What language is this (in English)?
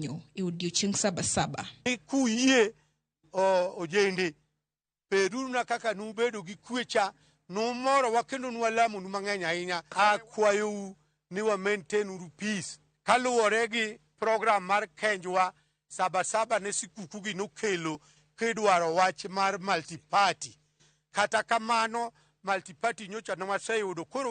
Luo (Kenya and Tanzania)